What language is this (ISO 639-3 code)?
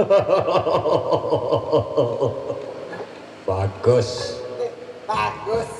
sas